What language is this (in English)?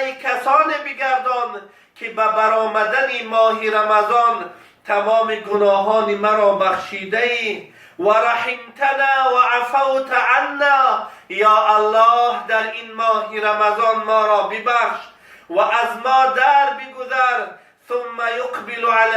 Tajik